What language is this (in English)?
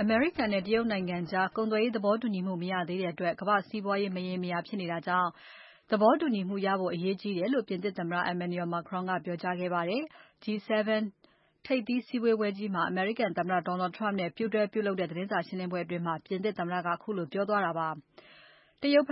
Burmese